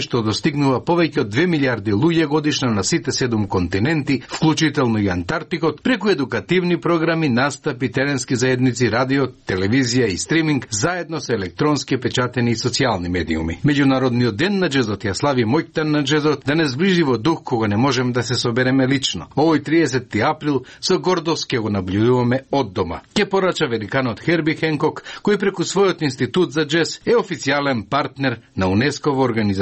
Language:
Macedonian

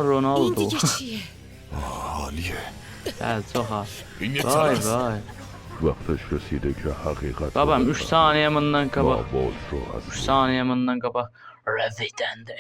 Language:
South Azerbaijani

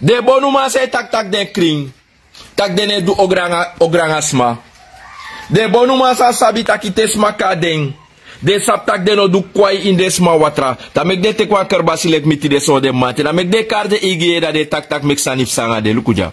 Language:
Sranan Tongo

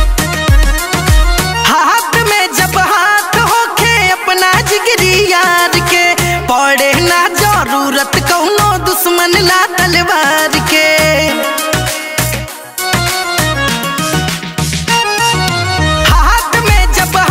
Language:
Bhojpuri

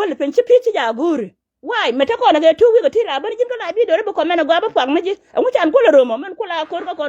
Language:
Nuer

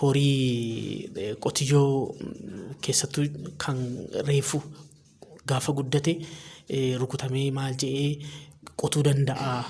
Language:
Oromo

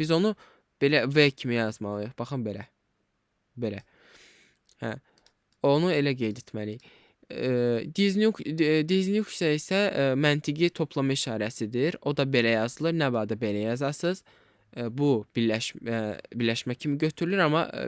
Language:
Azerbaijani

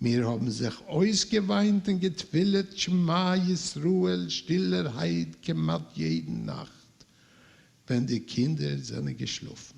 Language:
Yiddish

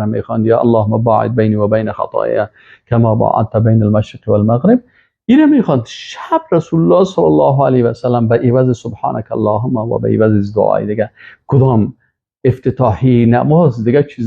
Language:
Persian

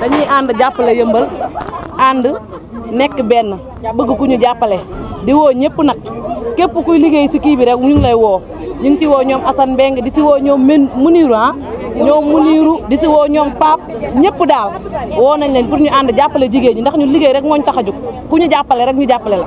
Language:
Wolof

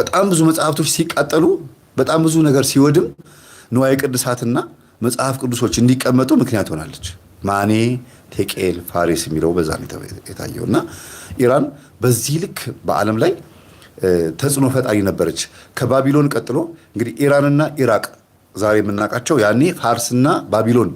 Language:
Amharic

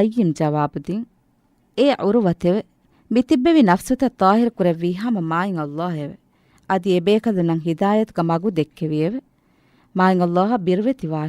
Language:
Divehi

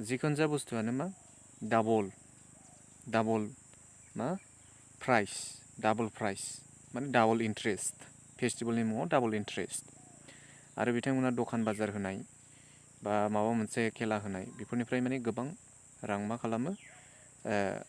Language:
Bodo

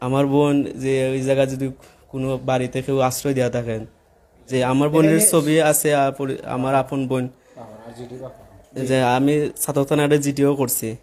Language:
Sylheti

